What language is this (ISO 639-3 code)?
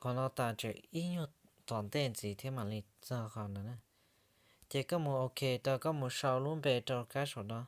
hmn